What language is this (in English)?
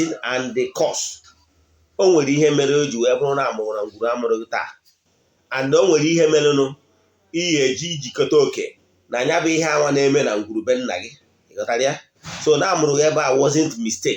Igbo